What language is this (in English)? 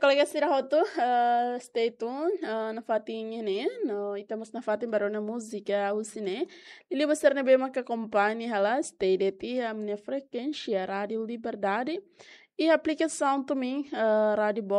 Tetum